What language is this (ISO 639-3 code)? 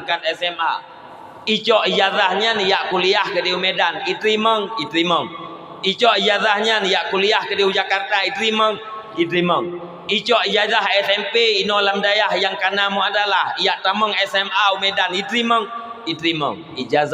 ace